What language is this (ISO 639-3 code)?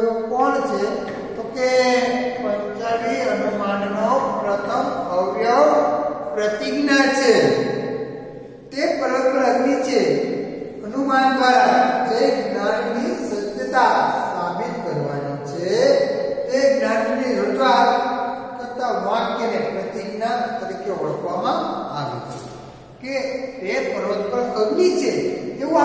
guj